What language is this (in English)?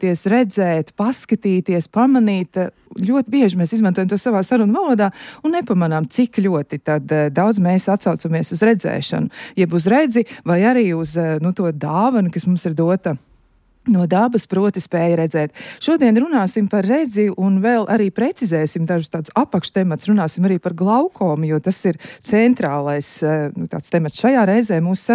Latvian